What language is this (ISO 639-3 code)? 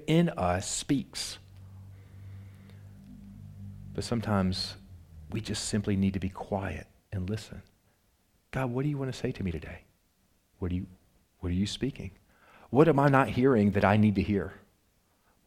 eng